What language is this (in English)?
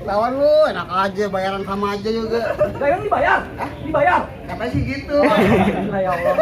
Betawi